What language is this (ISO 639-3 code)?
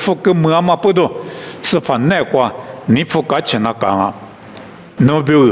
lis